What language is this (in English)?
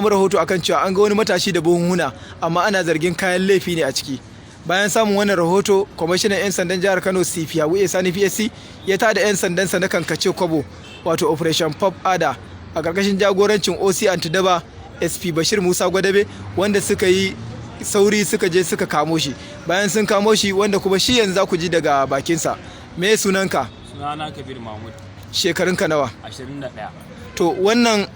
Hausa